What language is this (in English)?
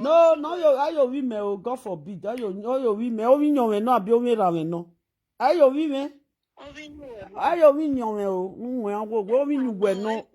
Nigerian Pidgin